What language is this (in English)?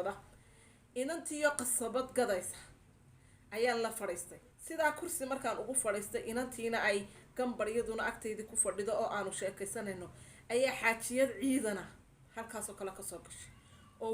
Somali